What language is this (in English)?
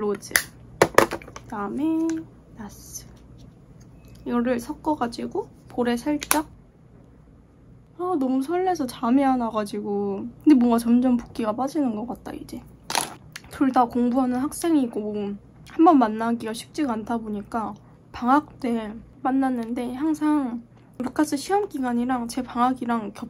Korean